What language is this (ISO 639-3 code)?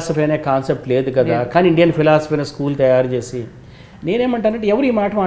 tel